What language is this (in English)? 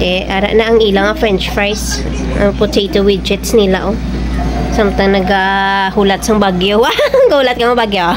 Hiligaynon